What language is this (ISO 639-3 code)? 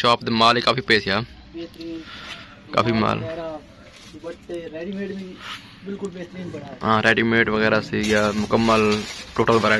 skr